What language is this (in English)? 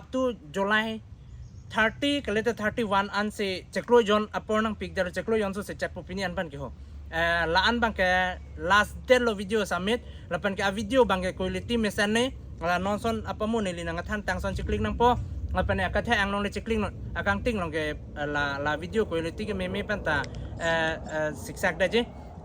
Karbi